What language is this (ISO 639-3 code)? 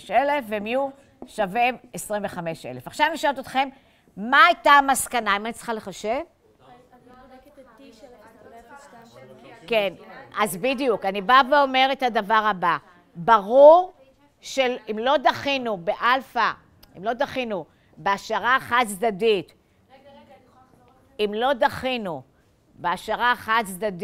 heb